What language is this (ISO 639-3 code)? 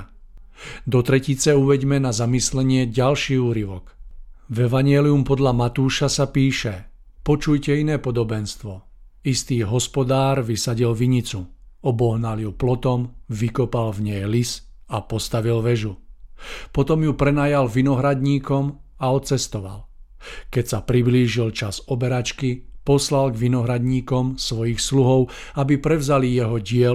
slk